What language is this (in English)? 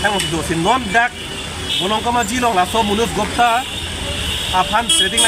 Karbi